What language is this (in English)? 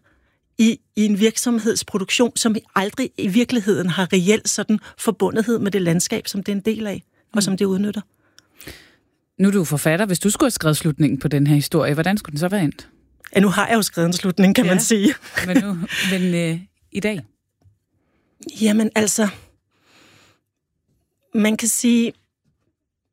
Danish